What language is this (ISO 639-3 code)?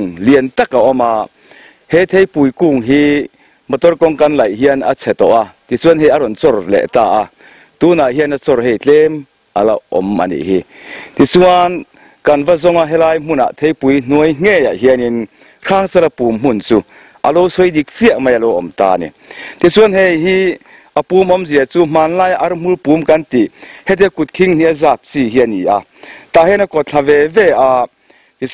lus